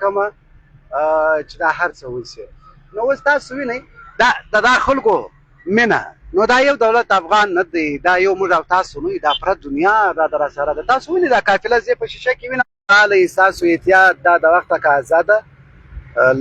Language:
Pashto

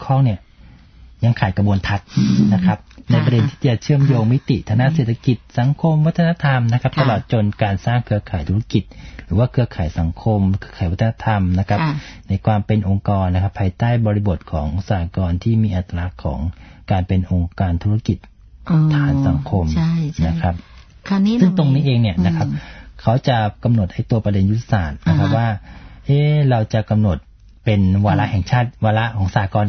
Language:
Thai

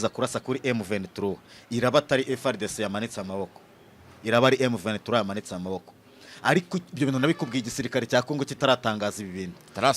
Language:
Kinyarwanda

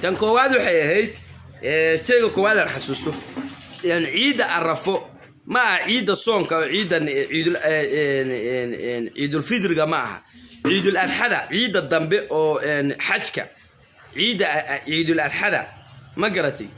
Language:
Somali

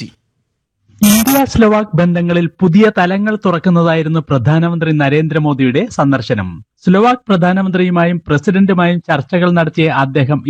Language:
Malayalam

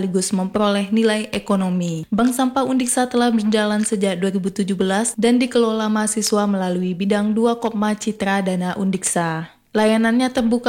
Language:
Indonesian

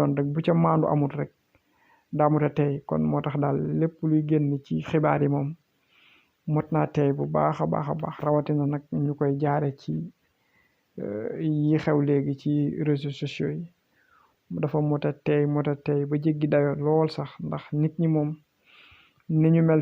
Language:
Wolof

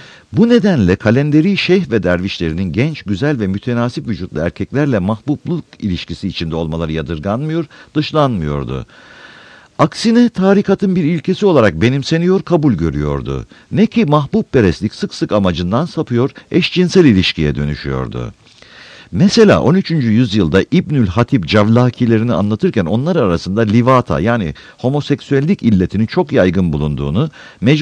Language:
Turkish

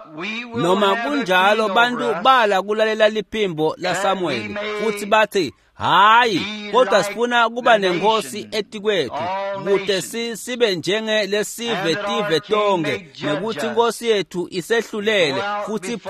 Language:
Swati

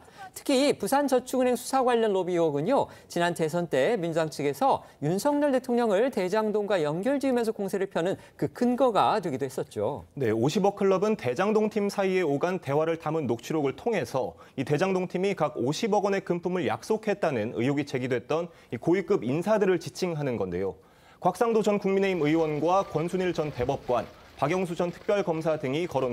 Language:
Korean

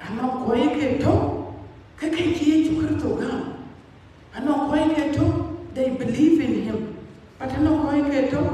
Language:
Dinka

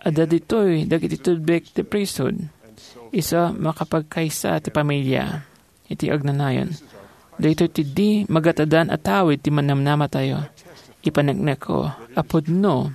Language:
Iloko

